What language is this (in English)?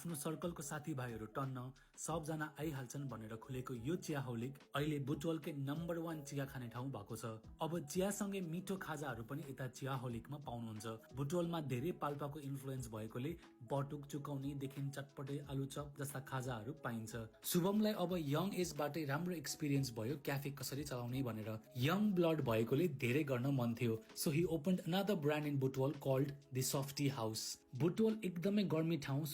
Nepali